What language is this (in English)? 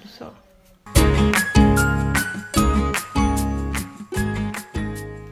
Swedish